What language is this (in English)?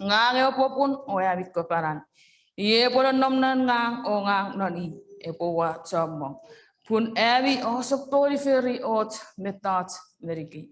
Chuukese